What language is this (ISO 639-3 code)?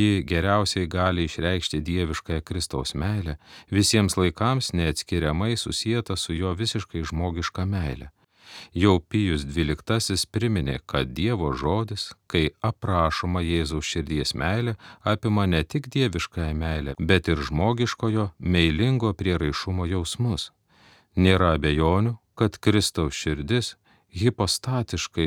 lit